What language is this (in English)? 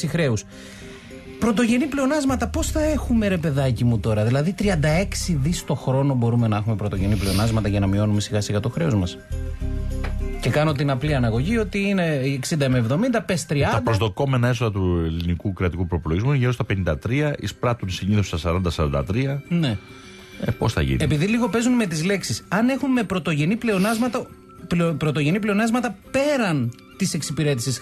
Greek